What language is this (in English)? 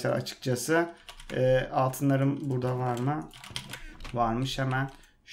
Turkish